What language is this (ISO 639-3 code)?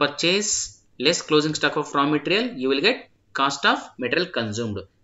kan